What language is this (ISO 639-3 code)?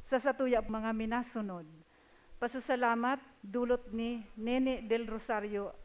bik